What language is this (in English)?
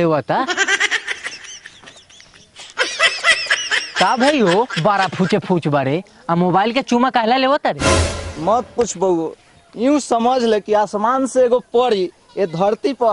Bhojpuri